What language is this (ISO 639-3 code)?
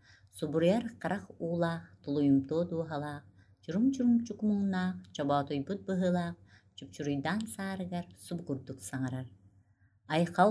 sah